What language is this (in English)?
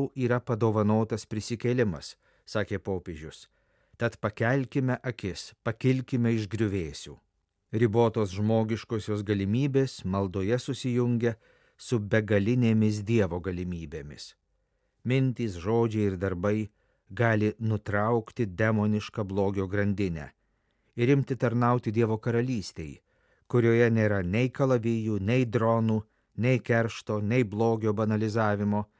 Lithuanian